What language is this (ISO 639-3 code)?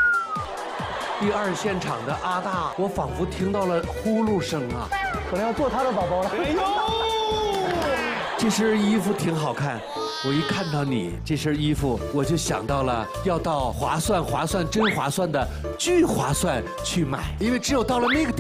zho